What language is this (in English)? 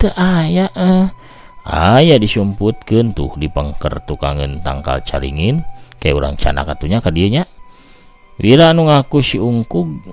Sundanese